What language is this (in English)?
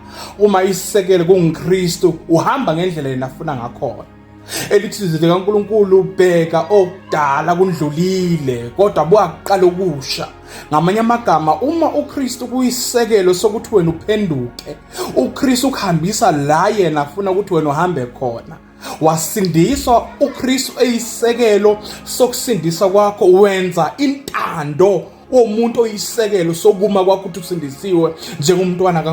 Zulu